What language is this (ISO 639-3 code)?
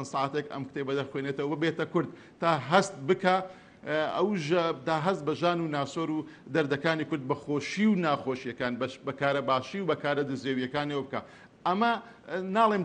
ckb